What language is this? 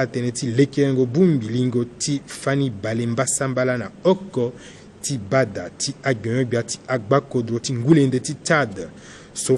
Sango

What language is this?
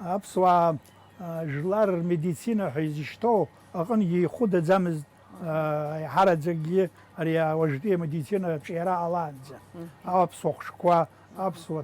Abkhazian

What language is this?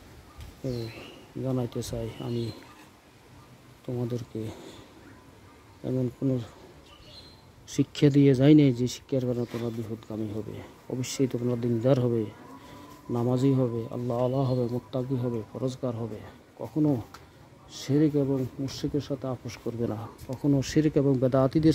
Bangla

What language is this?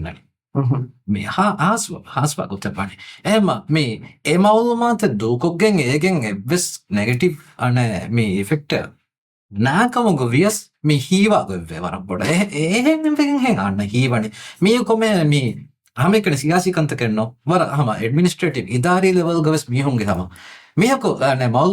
Divehi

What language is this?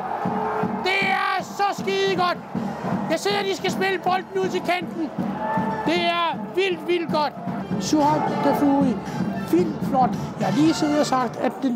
Danish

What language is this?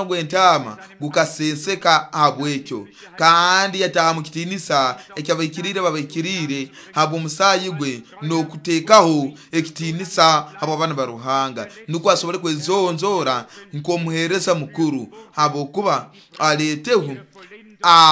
Nyoro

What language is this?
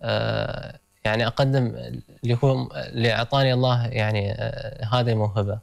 Gulf Arabic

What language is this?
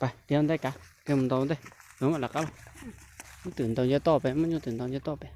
Hmong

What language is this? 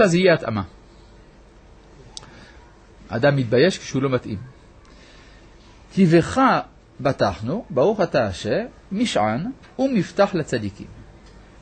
Hebrew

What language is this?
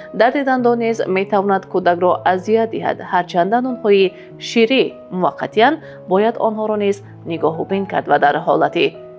Tajik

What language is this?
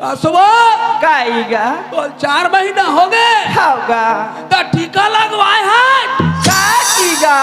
Chhattisgarhi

